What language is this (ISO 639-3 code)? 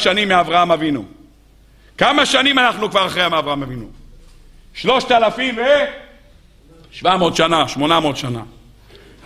heb